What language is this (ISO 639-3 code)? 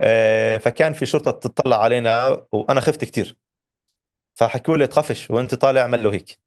apc